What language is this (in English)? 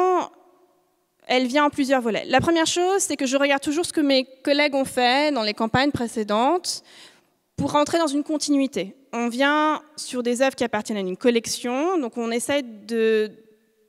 French